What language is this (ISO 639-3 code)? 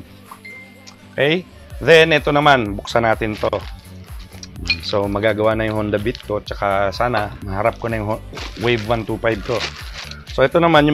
fil